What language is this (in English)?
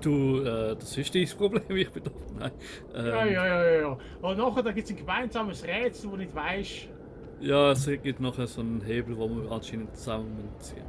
Swiss German